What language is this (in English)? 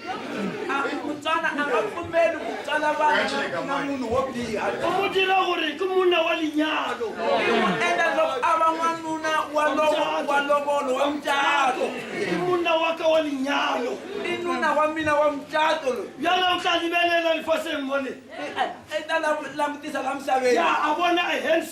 Tsonga